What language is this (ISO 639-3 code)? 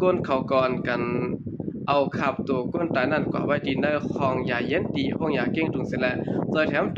shn